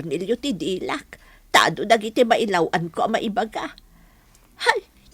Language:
Iloko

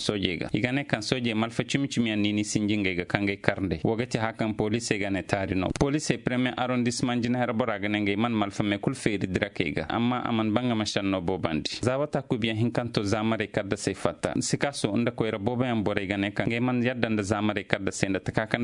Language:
Zarma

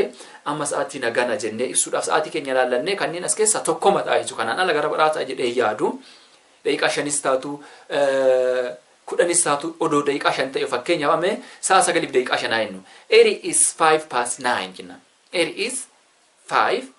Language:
Oromo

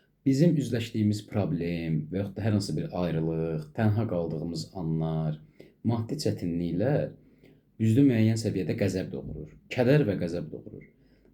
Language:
Azerbaijani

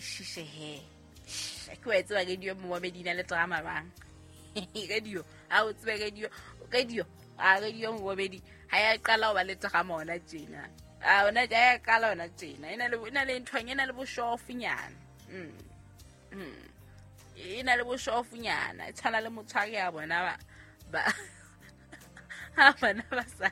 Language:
Southern Sotho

